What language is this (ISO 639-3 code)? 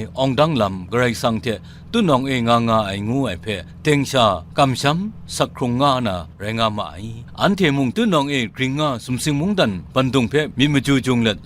kac